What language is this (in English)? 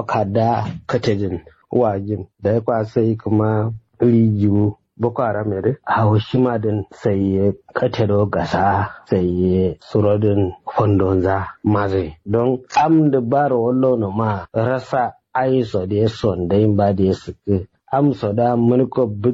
Kanuri